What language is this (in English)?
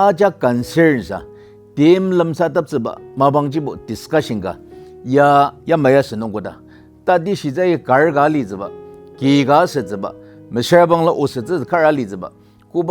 Ao Naga